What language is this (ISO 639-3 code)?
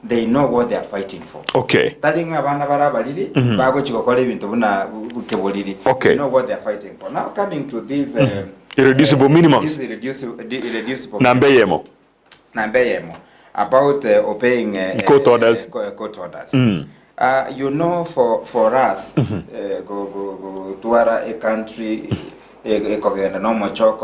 guz